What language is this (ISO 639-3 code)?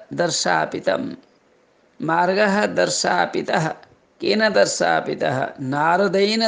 san